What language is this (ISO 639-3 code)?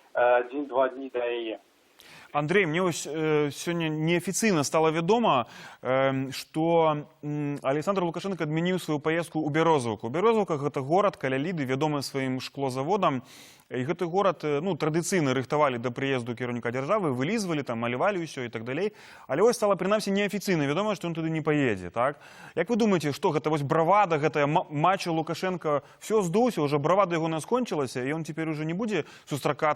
bel